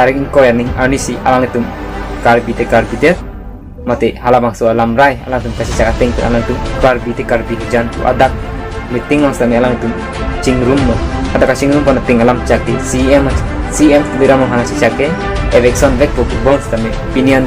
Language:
Karbi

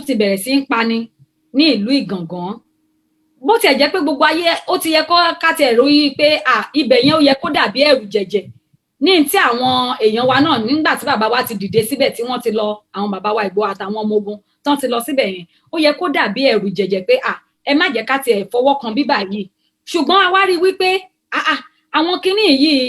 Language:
Yoruba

